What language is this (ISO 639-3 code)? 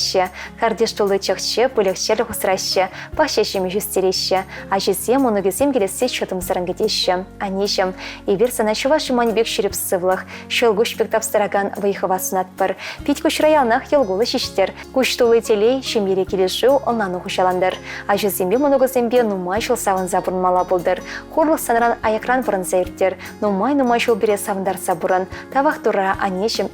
chv